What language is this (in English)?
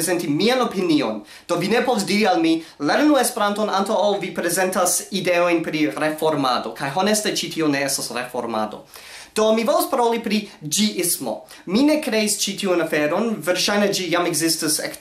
Esperanto